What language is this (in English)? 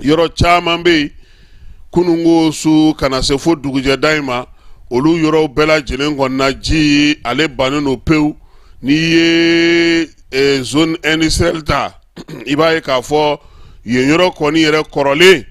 Bambara